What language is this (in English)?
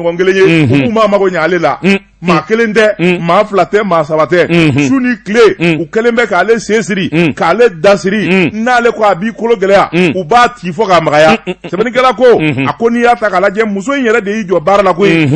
Bambara